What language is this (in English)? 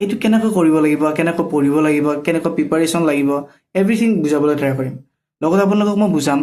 Assamese